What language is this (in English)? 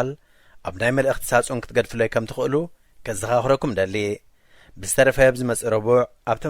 Tigrinya